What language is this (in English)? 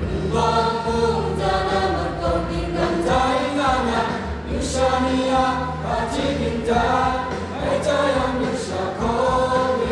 Kachin